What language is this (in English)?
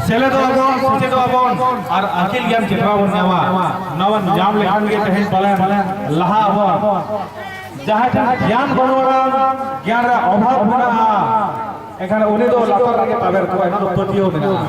Santali